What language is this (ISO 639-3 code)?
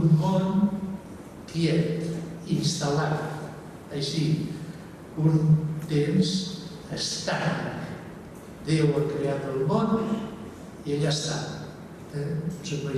cat